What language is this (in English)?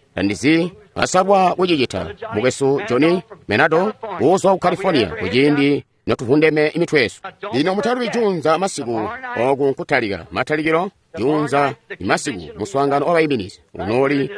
Tonga (Zambia)